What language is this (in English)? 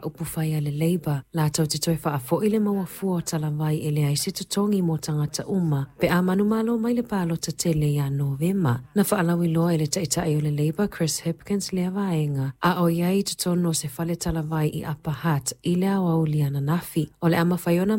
Samoan